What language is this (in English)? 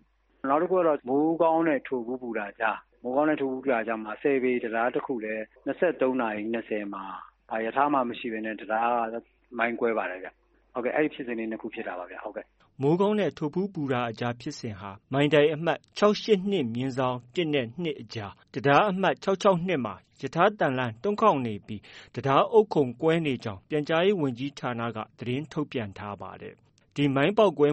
Burmese